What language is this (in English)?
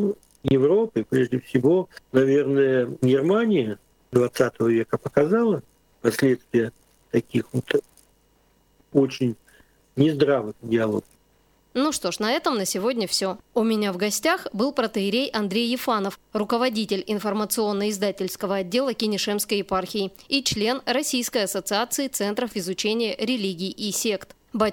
Russian